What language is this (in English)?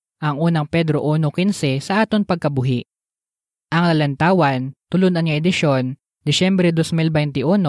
Hiligaynon